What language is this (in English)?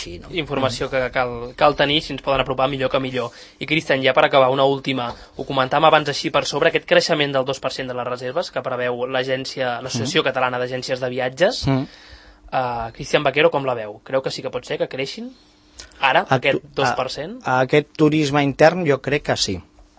Catalan